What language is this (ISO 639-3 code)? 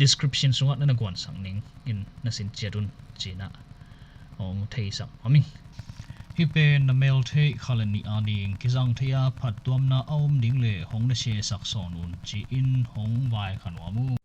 ctd